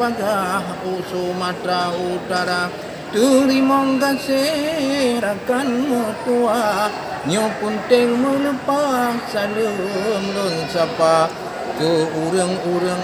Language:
Achinese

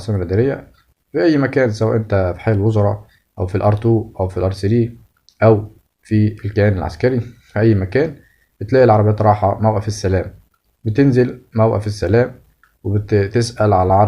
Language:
Egyptian Arabic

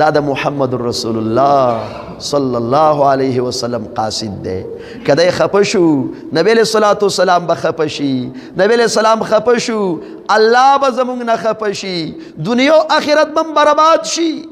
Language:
Pashto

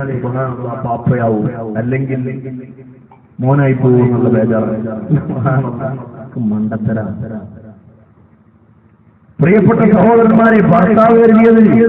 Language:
Malayalam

